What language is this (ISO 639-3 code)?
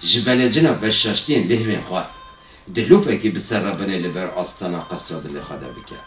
kur